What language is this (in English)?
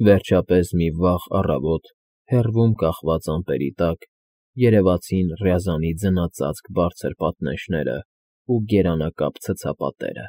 Armenian